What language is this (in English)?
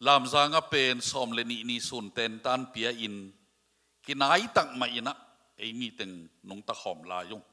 Tedim Chin